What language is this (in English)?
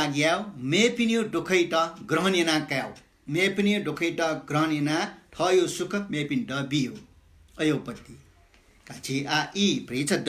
Newari